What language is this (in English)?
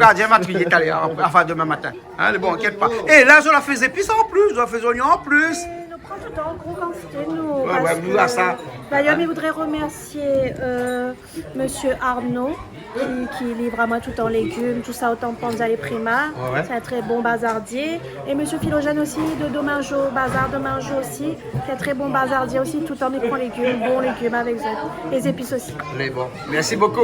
Réunion Creole French